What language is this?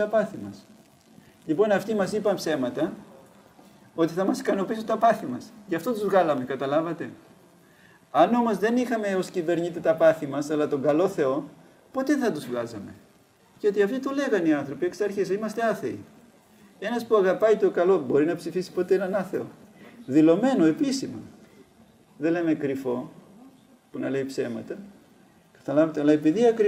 Greek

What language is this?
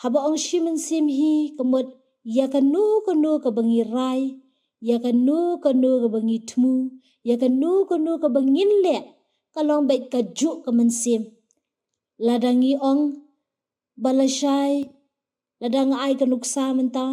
Khasi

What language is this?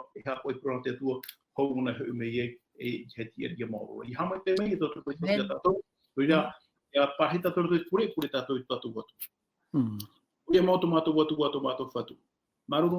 Tahitian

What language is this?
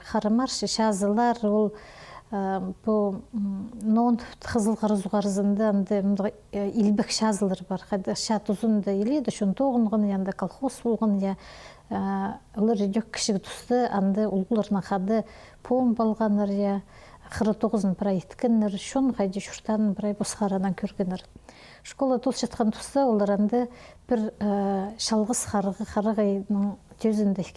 Khakas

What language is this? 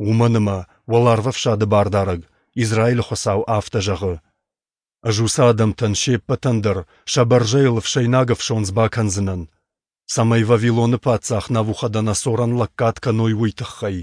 Ossetic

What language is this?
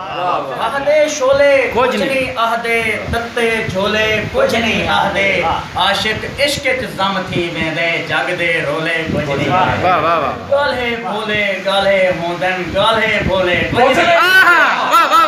Saraiki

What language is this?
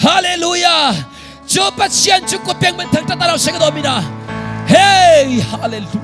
Hakha Chin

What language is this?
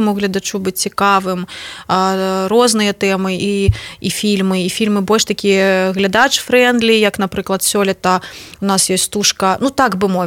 Belarusian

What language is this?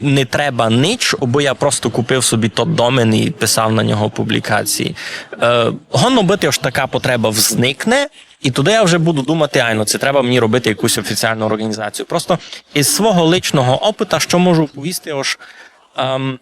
Rusyn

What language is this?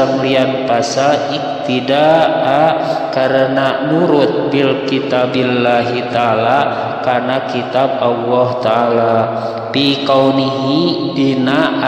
Sundanese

